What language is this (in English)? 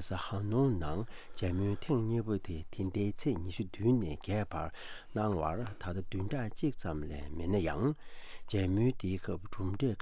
Tibetan